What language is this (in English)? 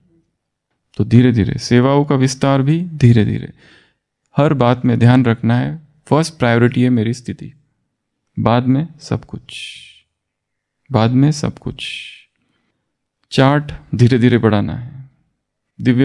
Hindi